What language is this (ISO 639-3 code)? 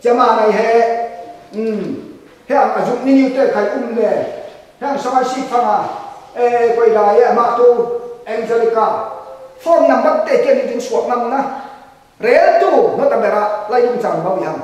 cfm